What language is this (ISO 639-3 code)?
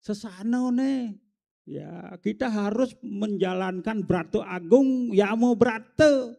ban